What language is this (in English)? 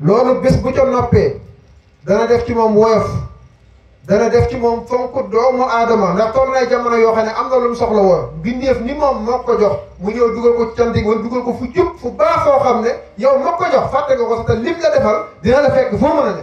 Wolof